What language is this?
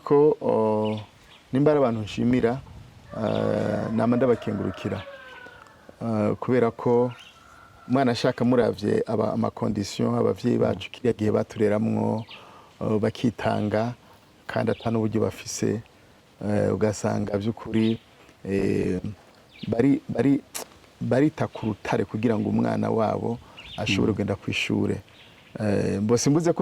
Rundi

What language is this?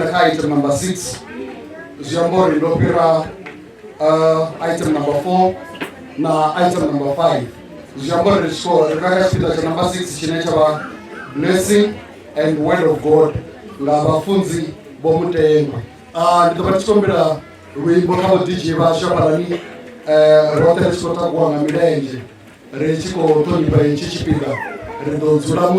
Venda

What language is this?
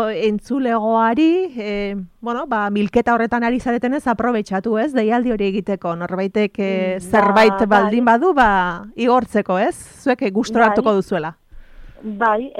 Basque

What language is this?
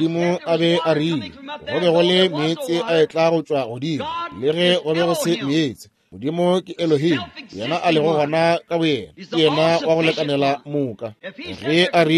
Northern Sotho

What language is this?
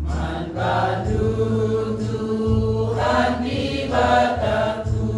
Batak Karo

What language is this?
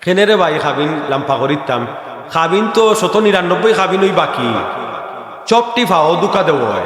Sylheti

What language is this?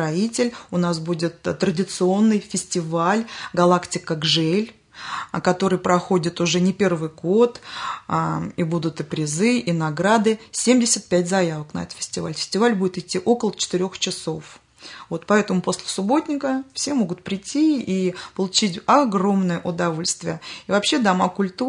Russian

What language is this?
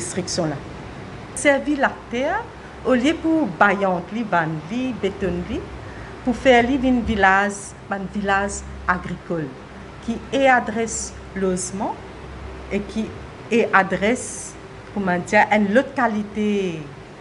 Morisyen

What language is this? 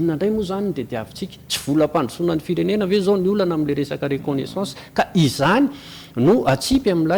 Malagasy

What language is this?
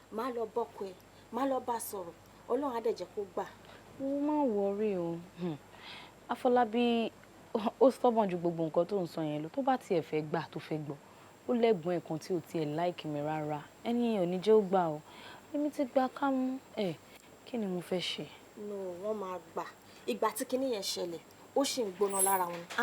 Yoruba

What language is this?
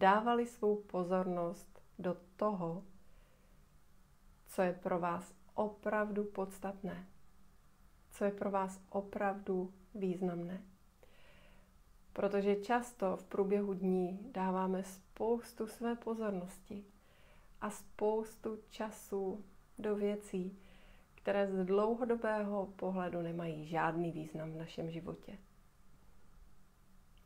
Czech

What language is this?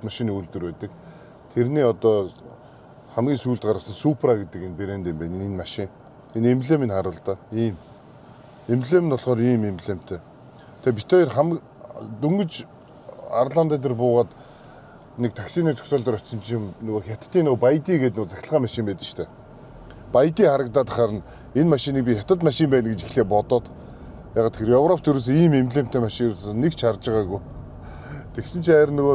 Mongolian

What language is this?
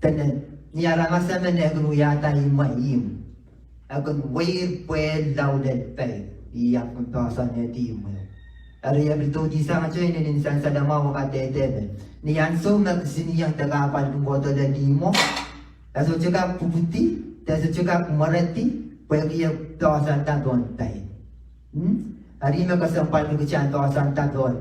Pohnpeian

